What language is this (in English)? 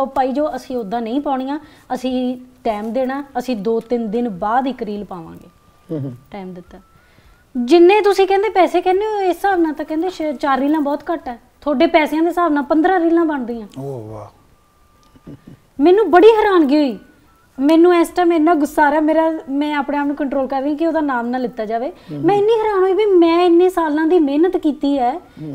Punjabi